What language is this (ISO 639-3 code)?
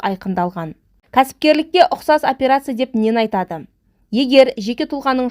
kaz